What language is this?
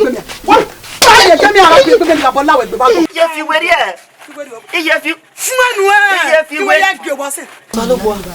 Bini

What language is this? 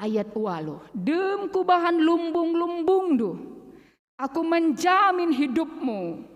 Batak Karo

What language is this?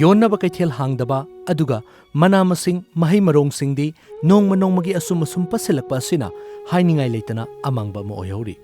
Manipuri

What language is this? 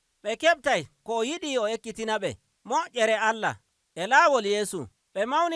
Nigerian Fulfulde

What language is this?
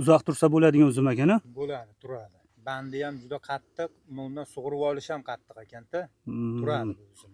Uzbek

